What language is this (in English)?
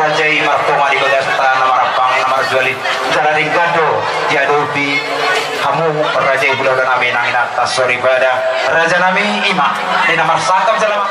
Batak Toba